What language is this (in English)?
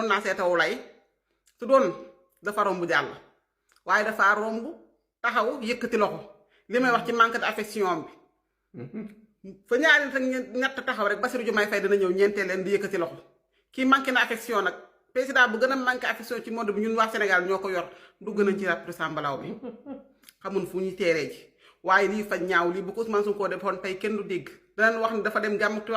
Wolof